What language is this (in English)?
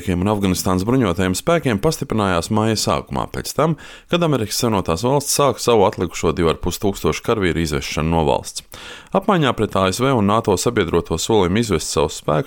Latvian